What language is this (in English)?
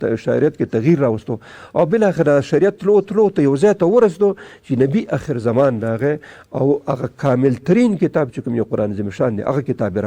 Pashto